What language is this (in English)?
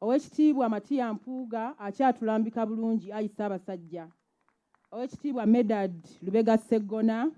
Ganda